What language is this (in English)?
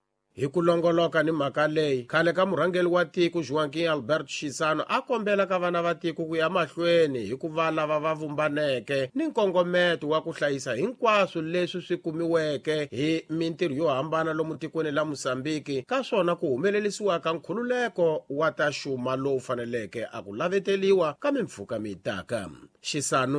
Tsonga